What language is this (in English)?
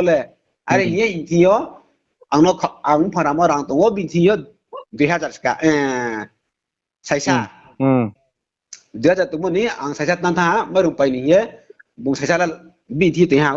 Riang (India)